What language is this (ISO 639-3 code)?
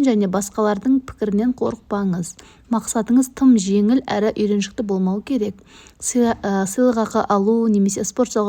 kaz